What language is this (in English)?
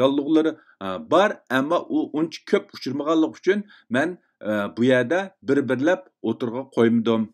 Uyghur